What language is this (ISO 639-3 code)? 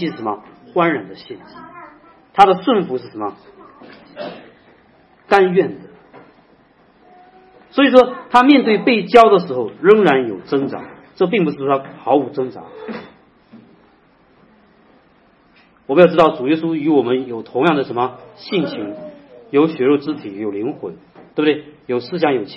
zho